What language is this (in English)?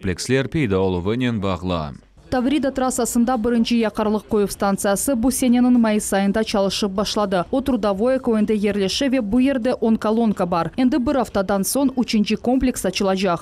Crimean Tatar